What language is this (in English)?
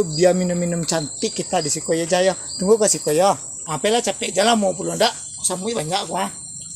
Minangkabau